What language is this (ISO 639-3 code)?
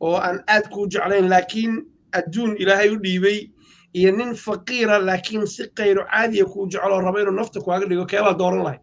som